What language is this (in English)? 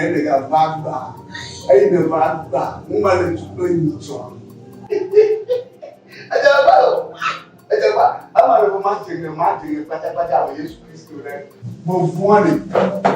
Ewe